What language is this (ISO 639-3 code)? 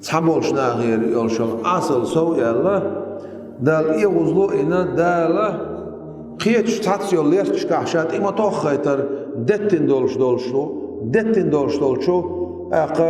che